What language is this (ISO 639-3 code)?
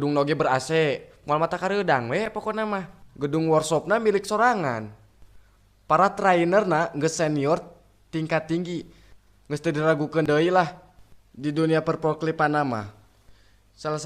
sun